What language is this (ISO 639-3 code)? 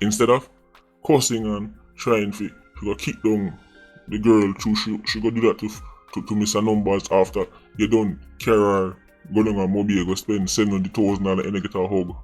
jam